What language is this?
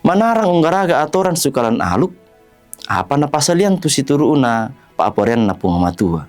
Toraja-Sa'dan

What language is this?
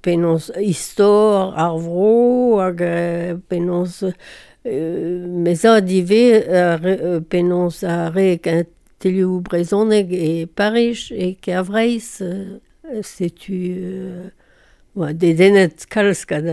Breton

